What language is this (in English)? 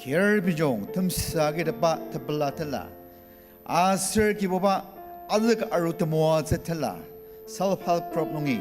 Ao Naga